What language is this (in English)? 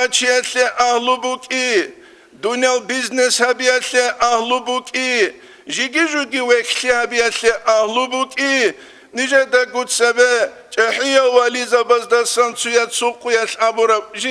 Avaric